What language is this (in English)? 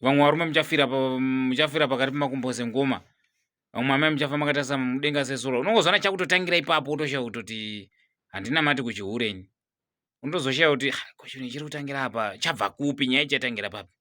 Shona